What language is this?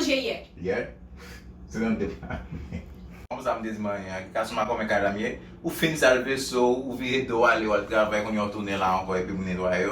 Haitian Creole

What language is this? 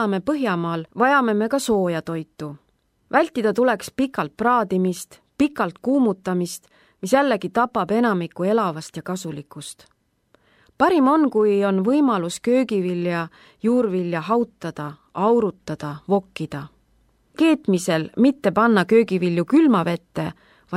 Estonian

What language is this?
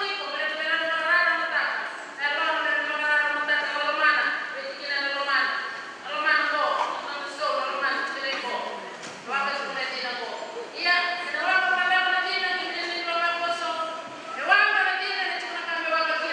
Fijian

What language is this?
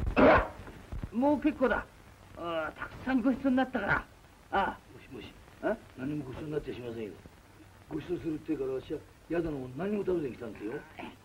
Japanese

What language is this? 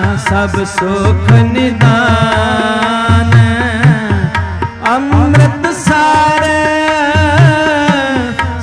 Punjabi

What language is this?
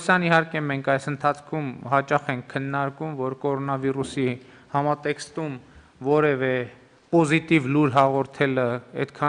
Armenian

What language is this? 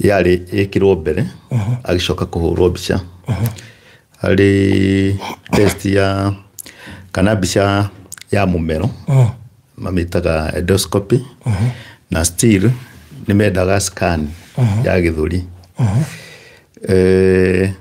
Kikuyu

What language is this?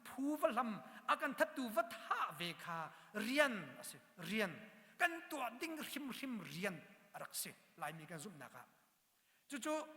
Hakha Chin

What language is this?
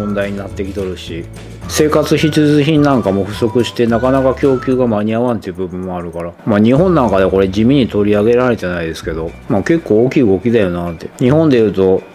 Japanese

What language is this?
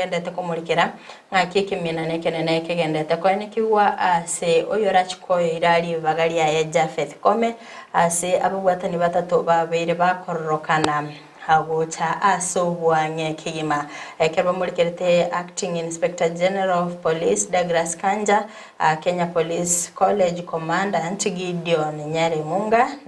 Gusii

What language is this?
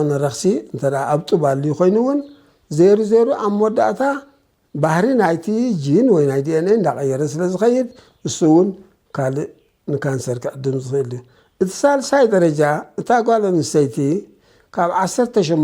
Tigrinya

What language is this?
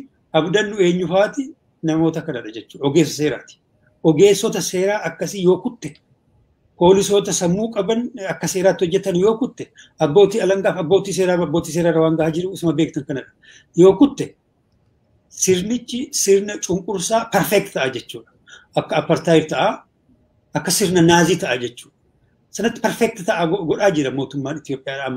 Oromo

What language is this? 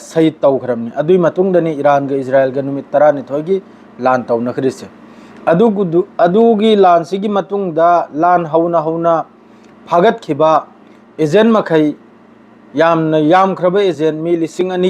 Manipuri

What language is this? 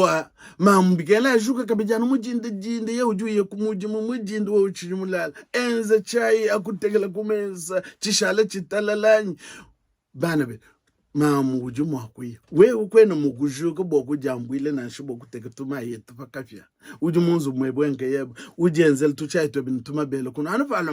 Luba-Lulua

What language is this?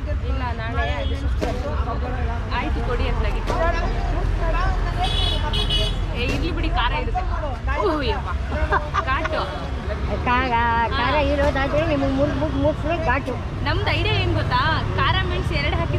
Kannada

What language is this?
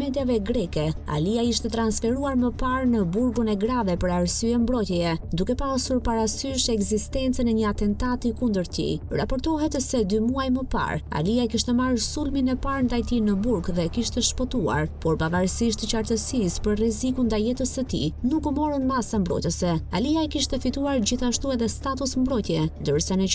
Albanian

